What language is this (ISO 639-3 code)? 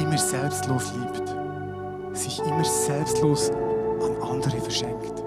gsw